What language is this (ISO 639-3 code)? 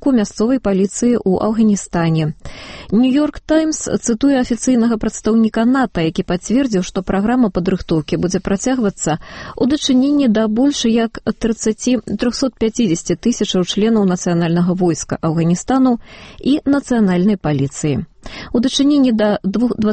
bel